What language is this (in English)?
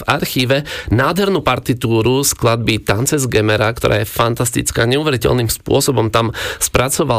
Slovak